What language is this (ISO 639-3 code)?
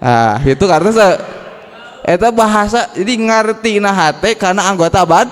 sun